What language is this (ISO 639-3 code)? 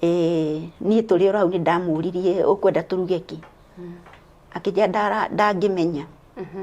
kik